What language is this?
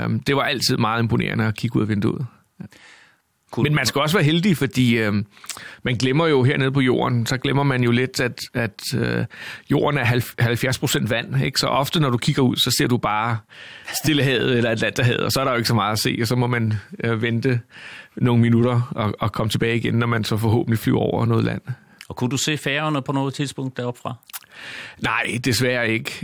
Danish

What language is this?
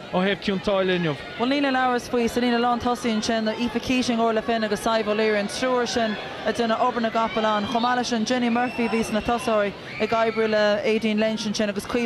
Irish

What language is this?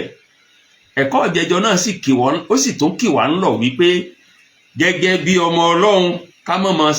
Yoruba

